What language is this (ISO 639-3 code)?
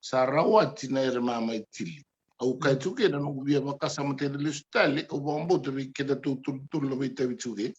fij